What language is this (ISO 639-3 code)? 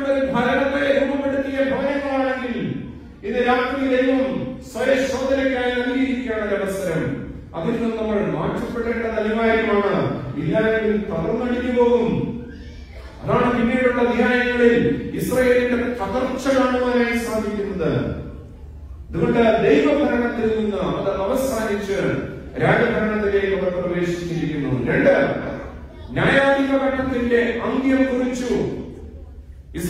mal